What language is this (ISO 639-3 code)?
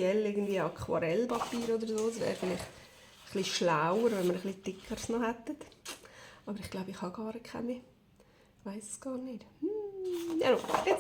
gsw